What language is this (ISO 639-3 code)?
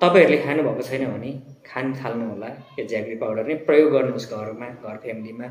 nep